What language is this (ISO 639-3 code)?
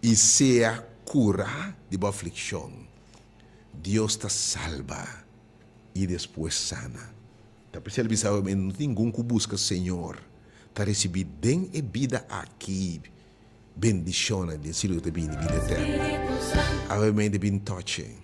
pap